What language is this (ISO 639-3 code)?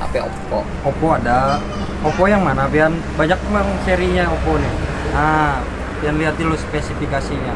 bjn